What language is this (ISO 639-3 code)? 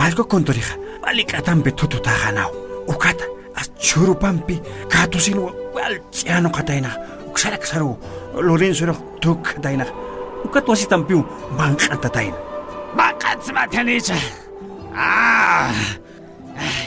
aym